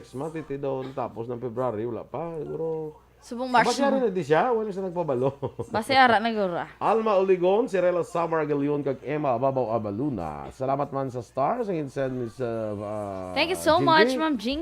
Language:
Hiligaynon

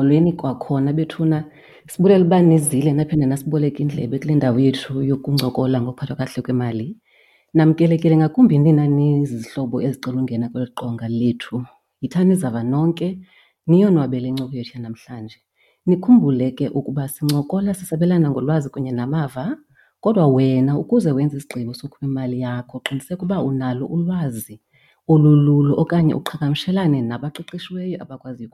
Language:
Xhosa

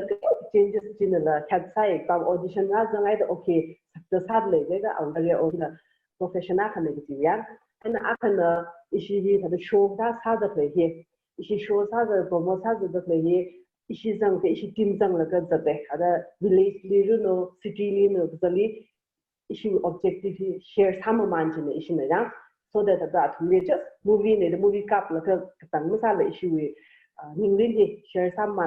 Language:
Tangkhul Naga (India)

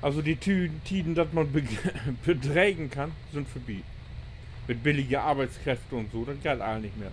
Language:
Low German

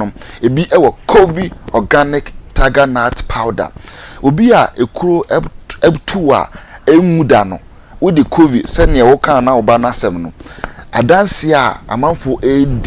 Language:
Akan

